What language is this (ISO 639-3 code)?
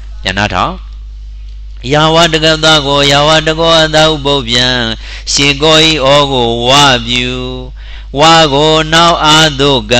mya